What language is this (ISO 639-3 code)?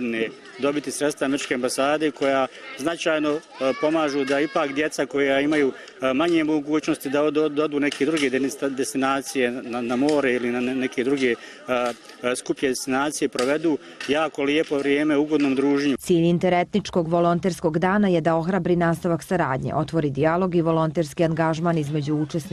bos